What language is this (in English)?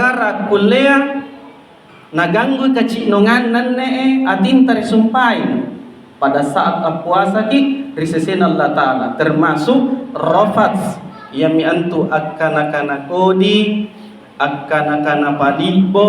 Makasar